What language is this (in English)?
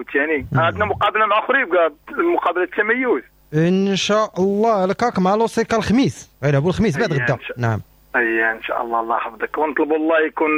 Moroccan Arabic